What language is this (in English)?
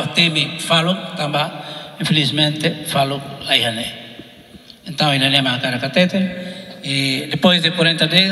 Tetum